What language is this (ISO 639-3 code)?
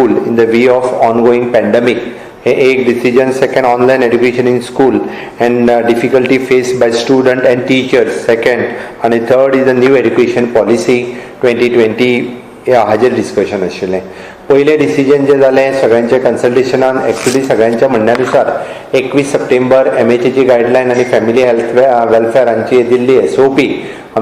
kok